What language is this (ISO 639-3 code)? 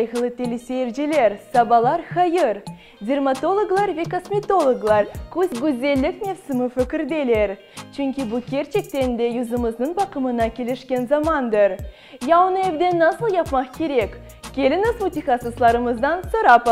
crh